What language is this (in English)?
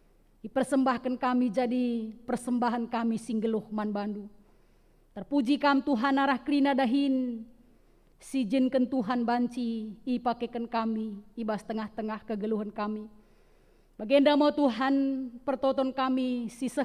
Batak Karo